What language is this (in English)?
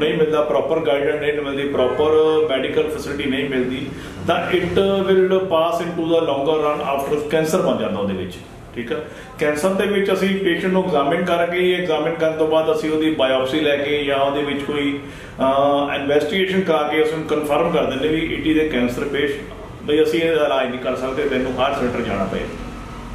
Punjabi